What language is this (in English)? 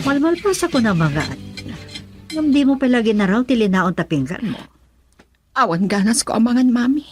Iloko